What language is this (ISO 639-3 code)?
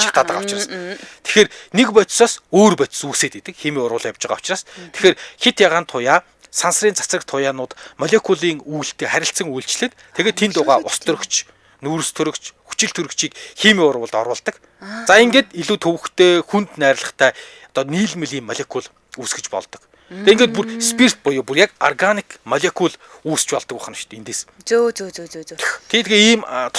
mon